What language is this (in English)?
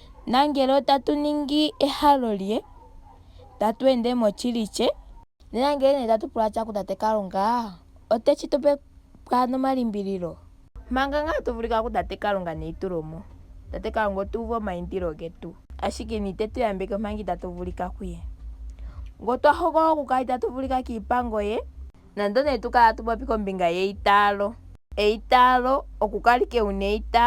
Ndonga